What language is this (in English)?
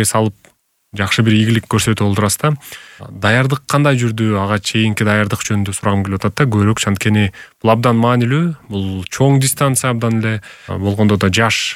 Kyrgyz